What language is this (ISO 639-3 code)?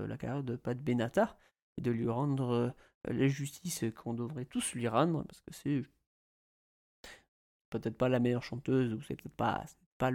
fra